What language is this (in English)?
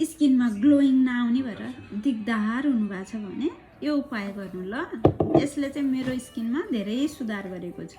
Nepali